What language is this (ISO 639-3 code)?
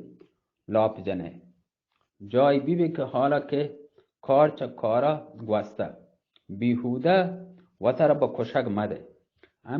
bgp